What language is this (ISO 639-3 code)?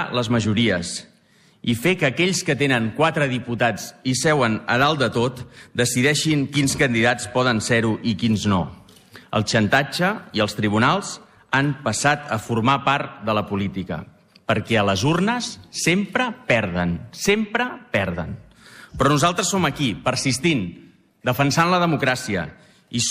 cat